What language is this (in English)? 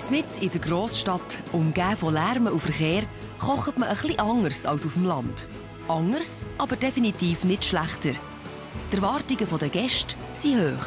Swiss German